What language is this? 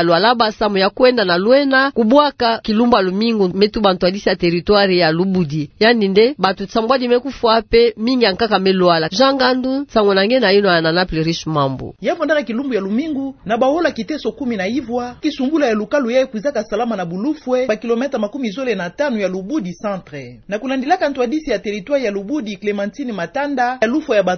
Kituba (Democratic Republic of Congo)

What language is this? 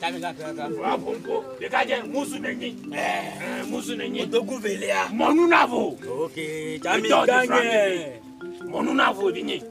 Ewe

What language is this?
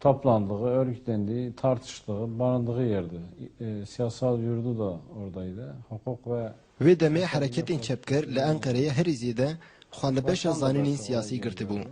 Kurdish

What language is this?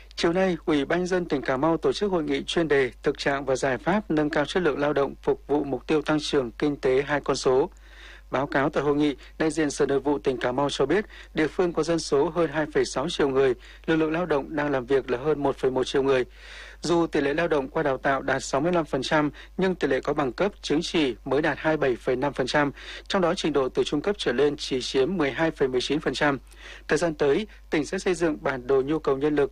Vietnamese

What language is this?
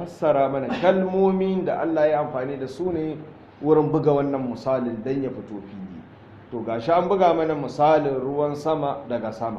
Hausa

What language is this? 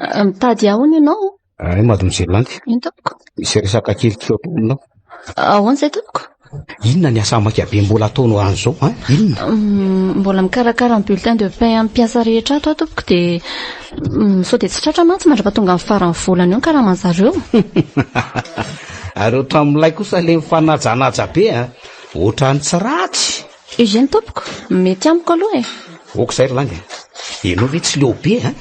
Malagasy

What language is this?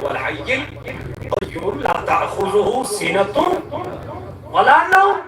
Kashmiri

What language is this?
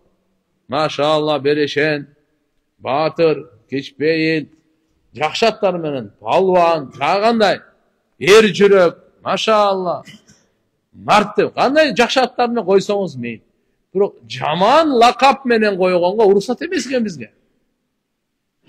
Kyrgyz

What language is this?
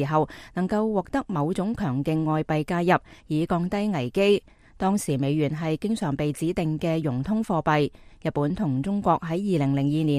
Cantonese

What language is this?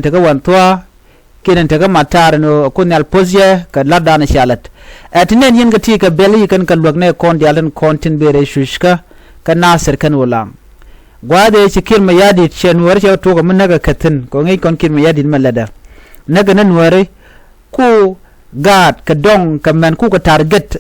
Nuer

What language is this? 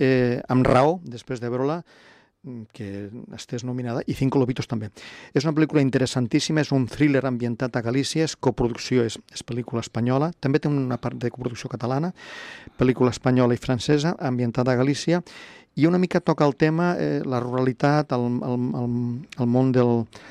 Catalan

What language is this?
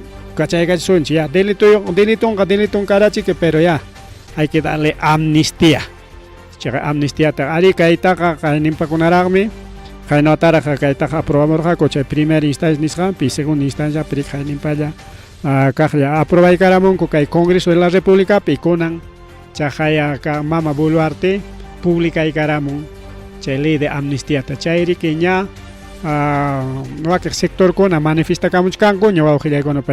Ayacucho Quechua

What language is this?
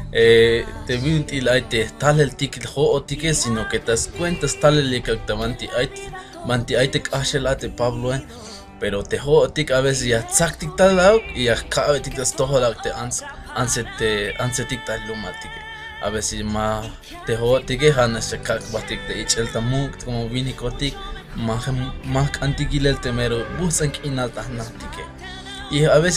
Tzeltal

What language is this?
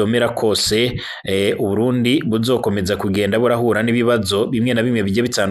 Rundi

